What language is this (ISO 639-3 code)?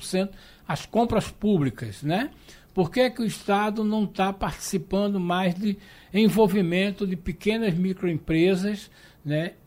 por